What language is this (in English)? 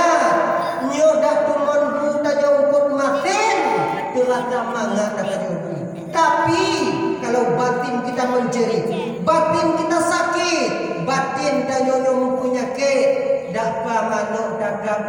Achinese